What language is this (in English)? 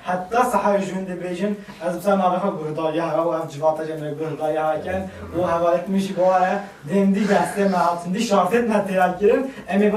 Kurdish